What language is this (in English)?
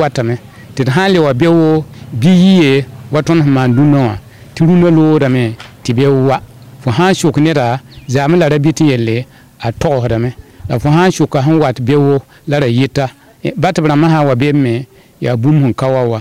Mossi